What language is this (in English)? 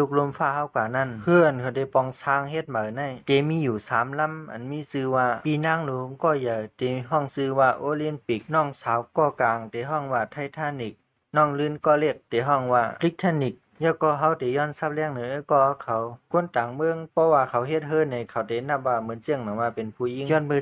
Shan